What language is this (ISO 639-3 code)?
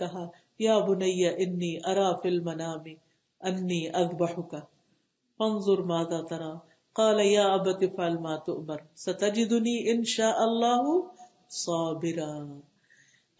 urd